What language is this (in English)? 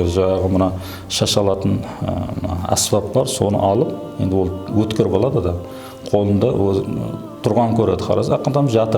Kara-Kalpak